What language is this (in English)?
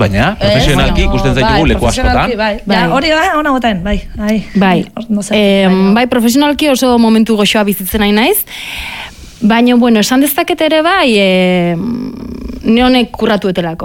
Basque